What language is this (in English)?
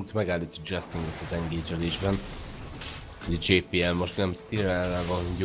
Hungarian